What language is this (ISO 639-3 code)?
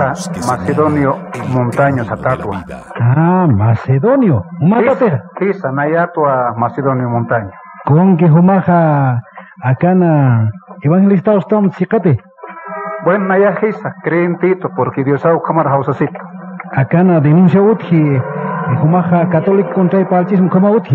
aym